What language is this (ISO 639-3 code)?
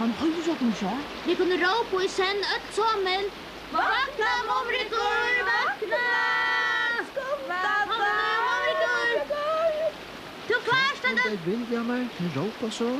fao